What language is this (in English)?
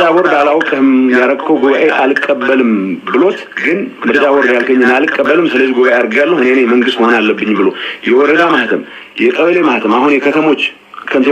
Amharic